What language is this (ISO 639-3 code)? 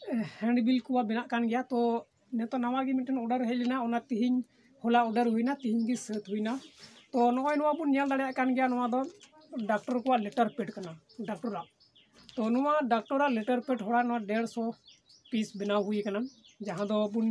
sat